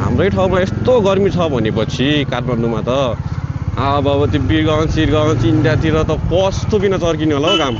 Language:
Nepali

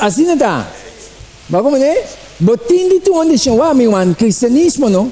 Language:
Papiamento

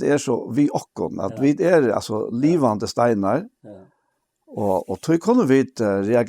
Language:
Faroese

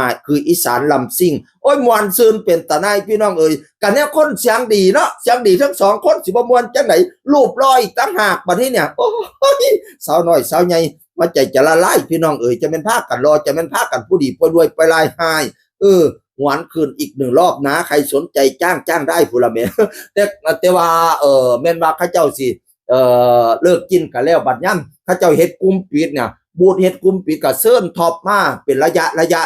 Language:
Northeastern Thai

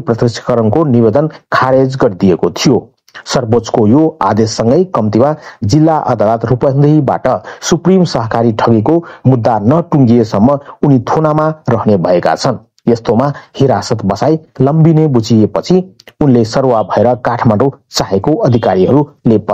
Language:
Nepali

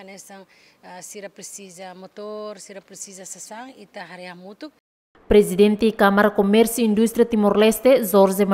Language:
Tetum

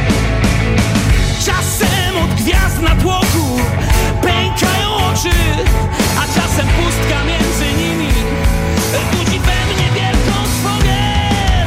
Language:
Polish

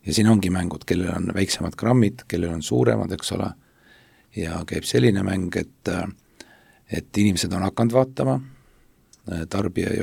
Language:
Estonian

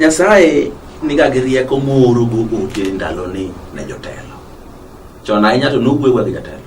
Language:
Luo (Kenya and Tanzania)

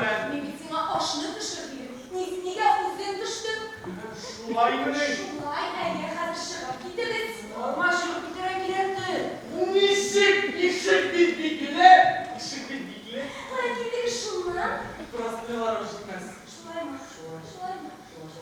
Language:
Bashkir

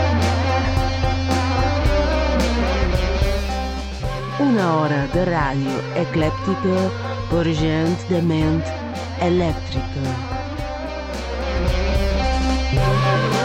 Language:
Catalan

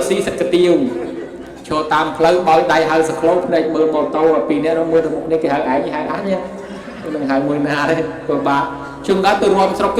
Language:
Khmer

